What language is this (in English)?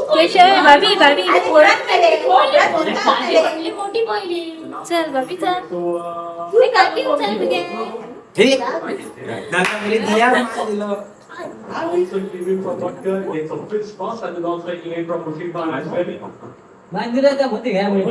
Konkani